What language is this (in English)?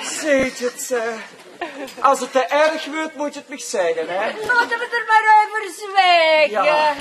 Limburgish